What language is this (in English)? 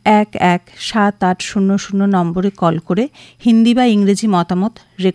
Bangla